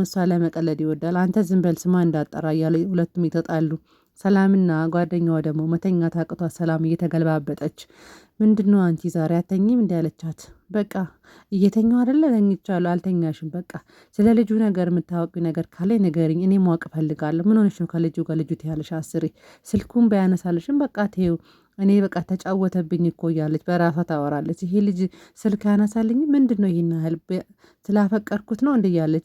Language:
Amharic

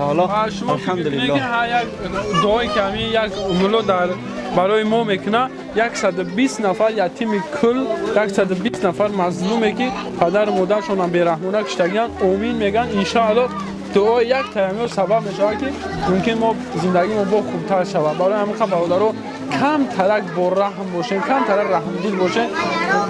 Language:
Tajik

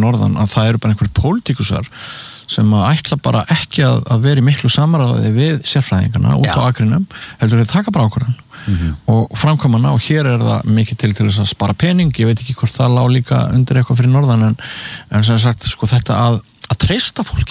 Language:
Icelandic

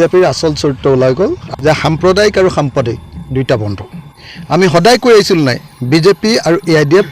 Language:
Assamese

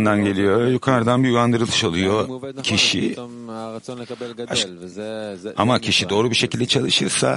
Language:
Turkish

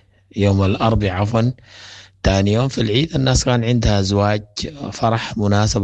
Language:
Sudanese Arabic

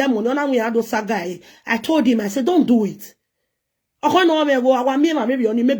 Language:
Nigerian Pidgin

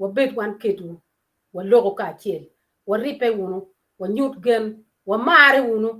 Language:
Acoli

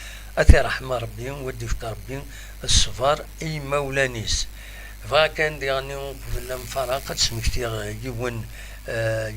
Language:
Kabyle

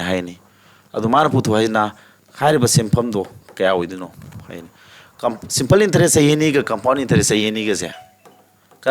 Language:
Manipuri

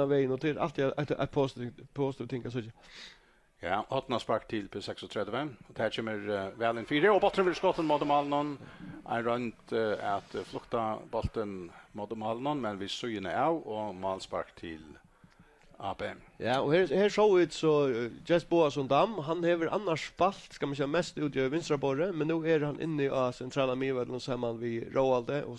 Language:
Faroese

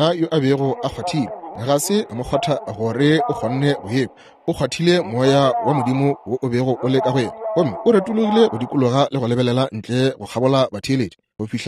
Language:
Northern Sotho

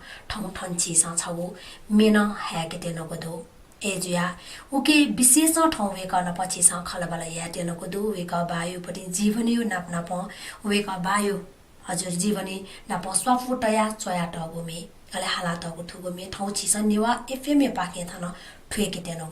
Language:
Newari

